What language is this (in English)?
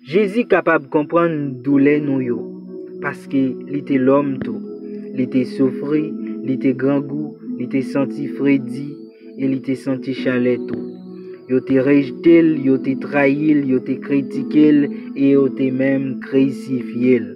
Haitian Creole